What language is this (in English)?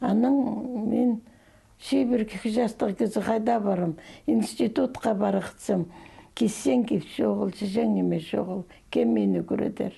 Khakas